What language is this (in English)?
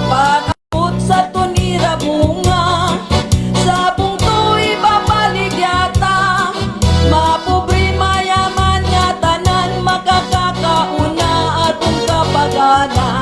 Waray